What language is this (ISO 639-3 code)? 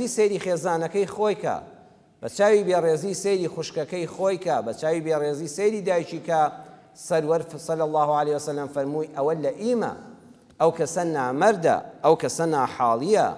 ckb